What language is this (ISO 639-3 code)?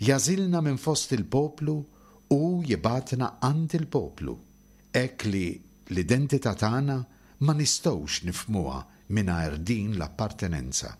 mlt